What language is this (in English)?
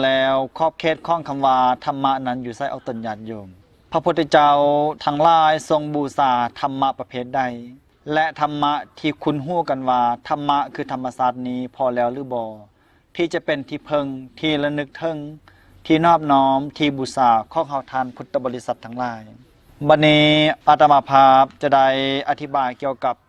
Lao